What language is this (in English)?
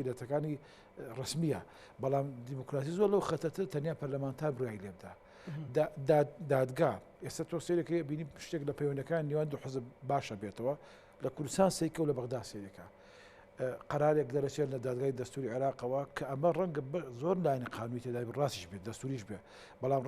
Central Kurdish